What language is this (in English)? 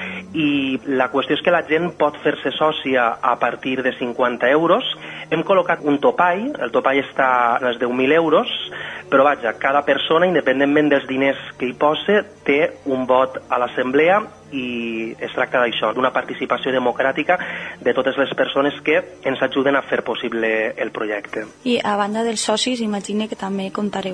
Catalan